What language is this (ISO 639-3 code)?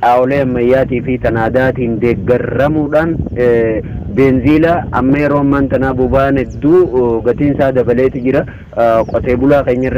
orm